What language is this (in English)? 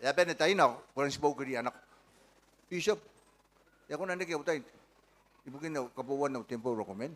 Gilbertese